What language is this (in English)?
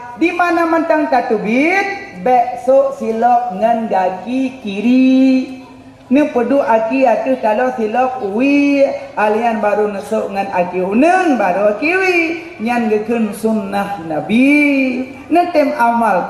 Achinese